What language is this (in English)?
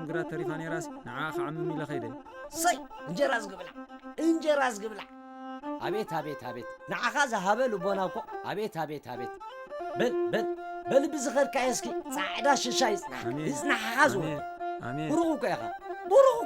Tigrinya